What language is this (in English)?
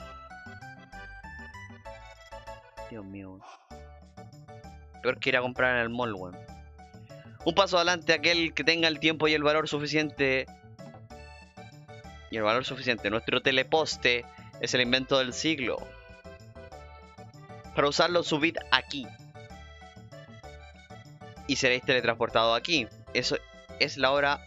Spanish